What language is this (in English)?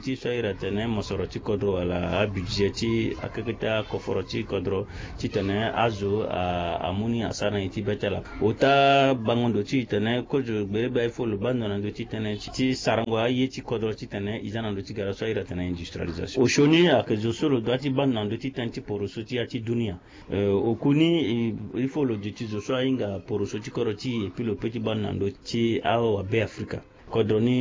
Sango